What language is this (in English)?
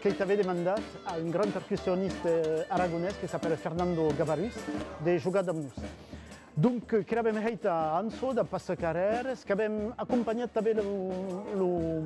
Occitan